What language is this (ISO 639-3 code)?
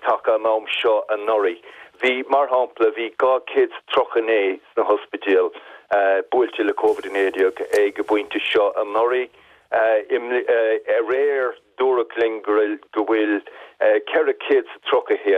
gle